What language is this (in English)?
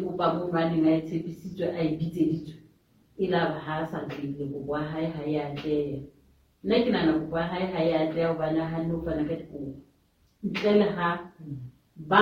Southern Sotho